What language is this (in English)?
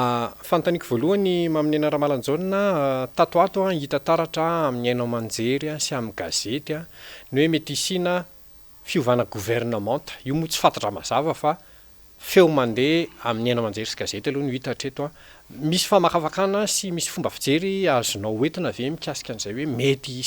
Malagasy